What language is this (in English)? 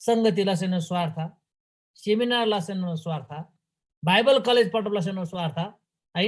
Eastern Tamang